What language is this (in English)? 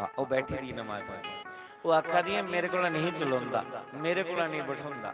Dogri